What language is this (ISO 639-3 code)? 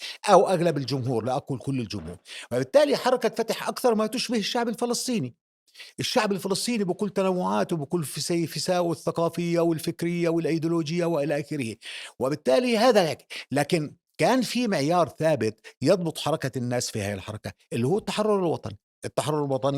apc